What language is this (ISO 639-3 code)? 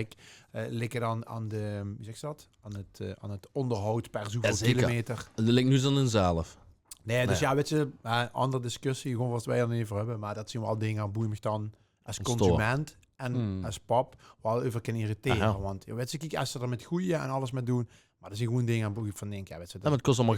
lim